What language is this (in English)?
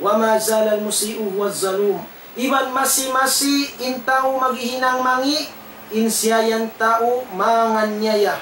Tausug